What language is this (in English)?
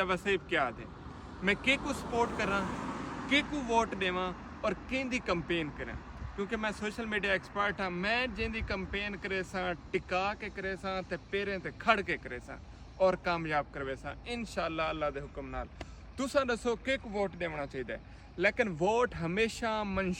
Saraiki